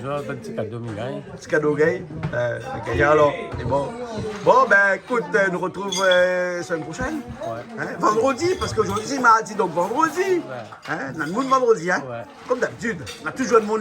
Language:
Réunion Creole French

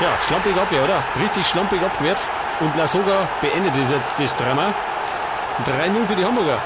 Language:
Bavarian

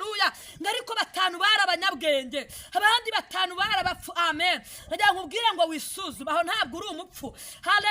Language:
Kinyarwanda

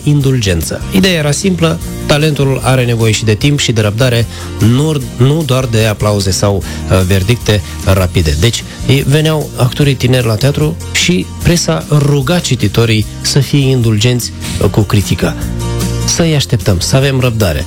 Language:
Romanian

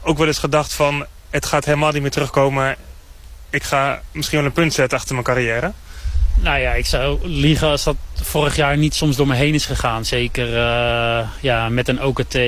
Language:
Dutch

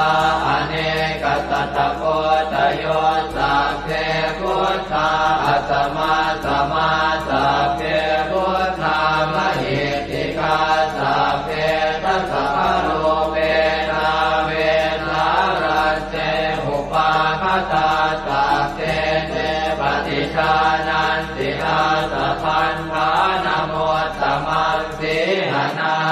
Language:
Pali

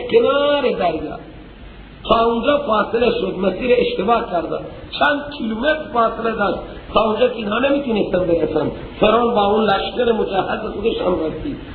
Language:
Persian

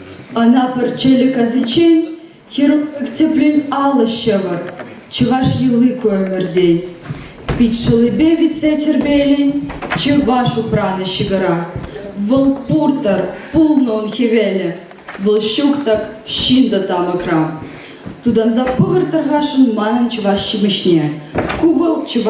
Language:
Chuvash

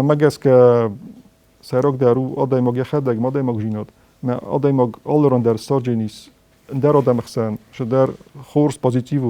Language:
Ossetic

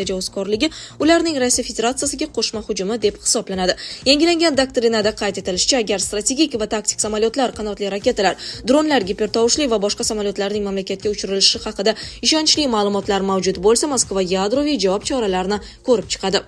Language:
Uzbek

